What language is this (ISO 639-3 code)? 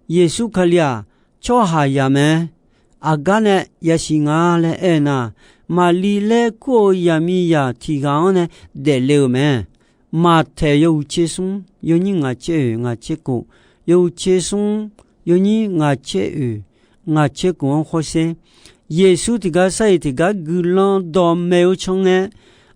ahk